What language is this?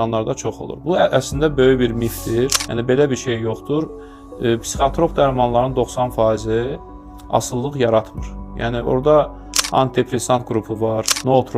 Azerbaijani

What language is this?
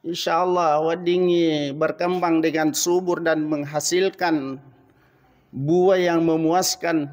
Buginese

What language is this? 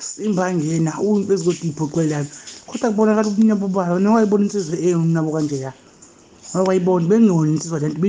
Zulu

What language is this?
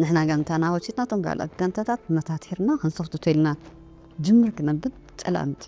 Tigrinya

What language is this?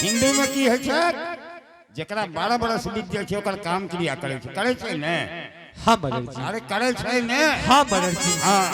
Angika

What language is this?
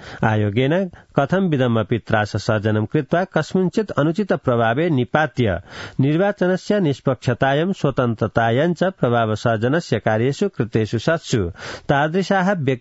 Sanskrit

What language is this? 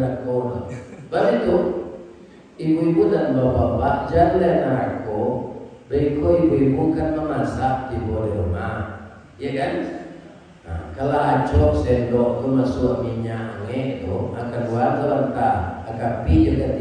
Minangkabau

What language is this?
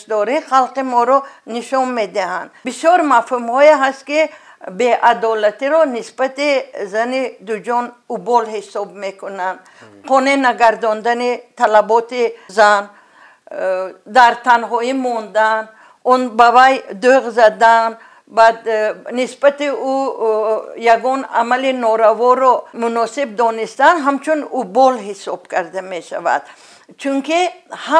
Tajik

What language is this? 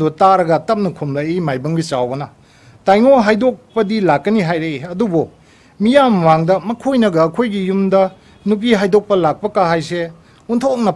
Manipuri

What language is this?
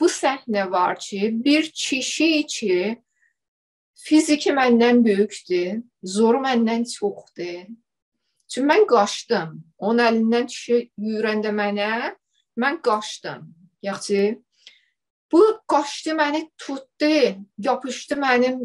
South Azerbaijani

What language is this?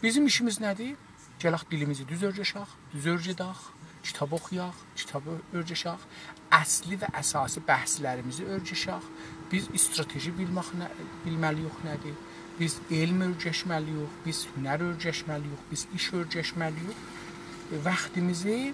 South Azerbaijani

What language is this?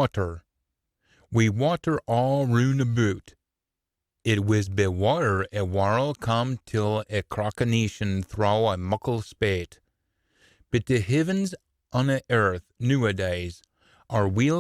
Scots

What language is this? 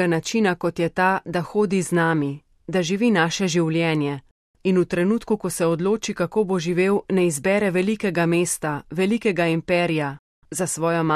Slovenian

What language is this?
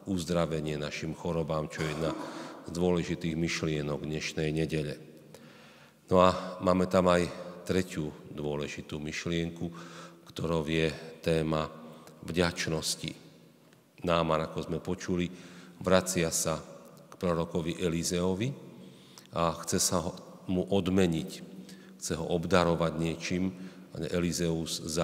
Slovak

